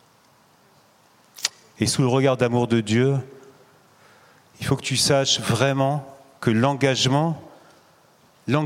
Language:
French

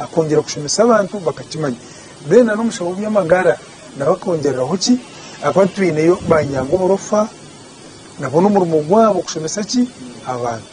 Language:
Nyankole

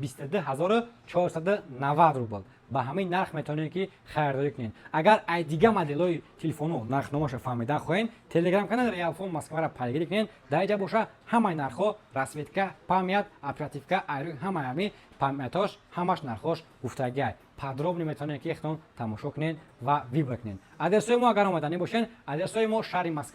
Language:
Tajik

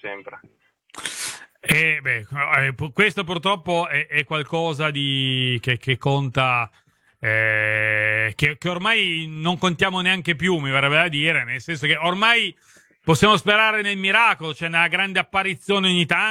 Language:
Italian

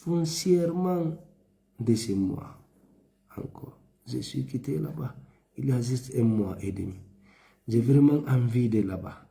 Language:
Fula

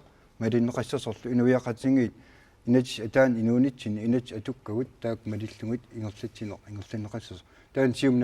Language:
Kalaallisut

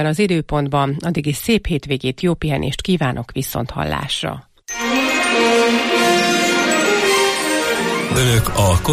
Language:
Hungarian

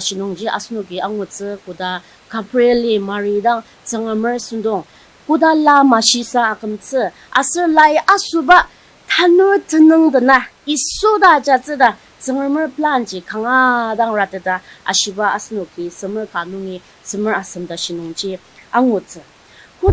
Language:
Ao Naga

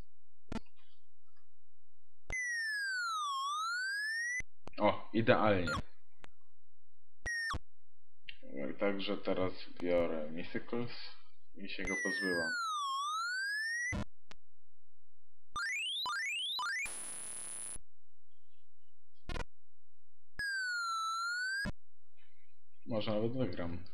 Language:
Polish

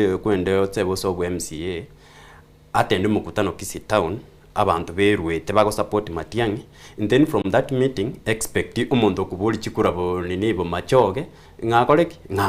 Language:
Gusii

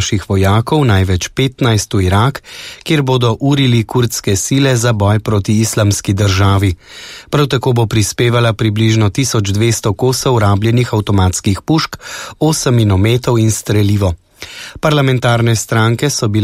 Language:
Slovenian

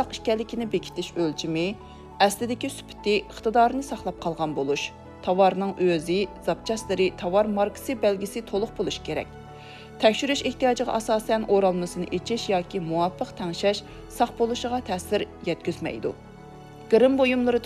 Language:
Uyghur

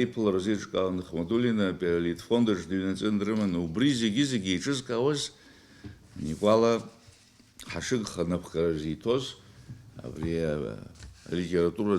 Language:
Abkhazian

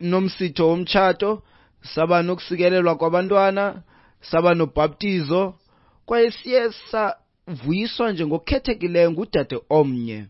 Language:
Xhosa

